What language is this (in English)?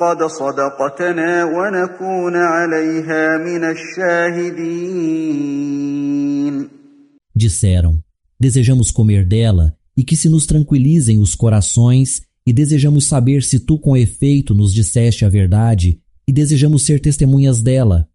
Galician